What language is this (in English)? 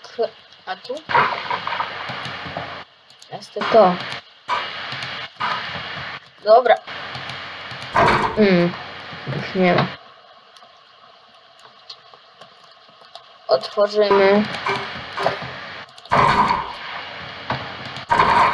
Polish